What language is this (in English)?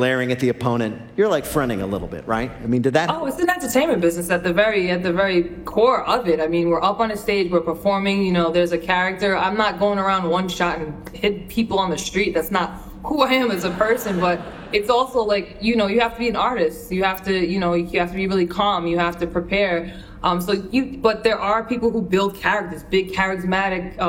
English